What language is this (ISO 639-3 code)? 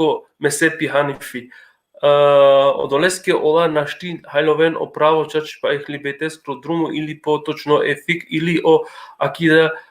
rmn